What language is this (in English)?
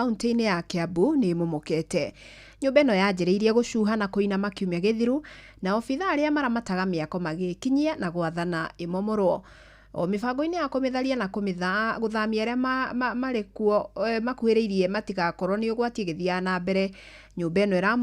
Kikuyu